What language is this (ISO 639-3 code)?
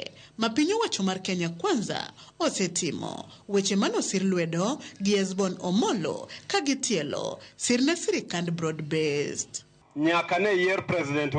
luo